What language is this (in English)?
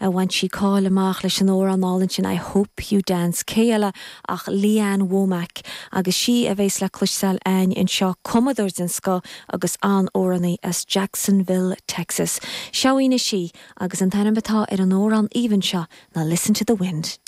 Irish